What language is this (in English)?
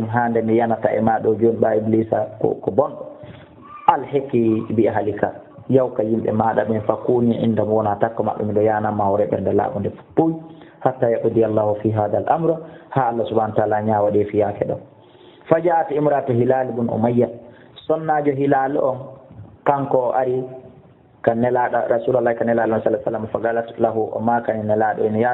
Fula